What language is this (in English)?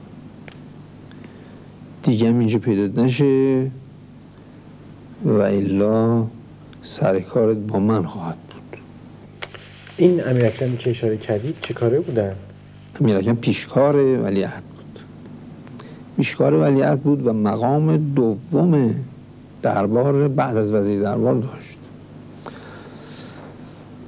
Persian